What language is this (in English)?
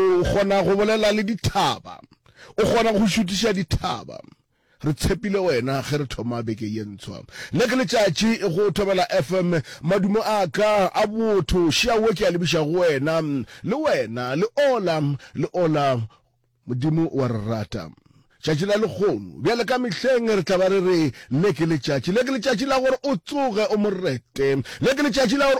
Northern Sotho